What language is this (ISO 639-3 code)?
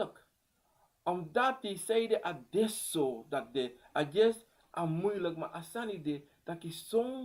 srn